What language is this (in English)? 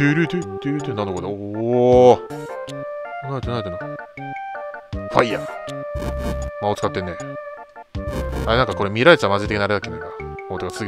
Japanese